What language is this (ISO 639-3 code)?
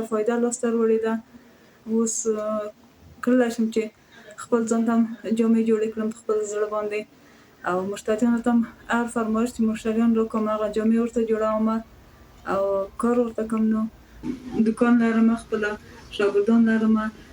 pus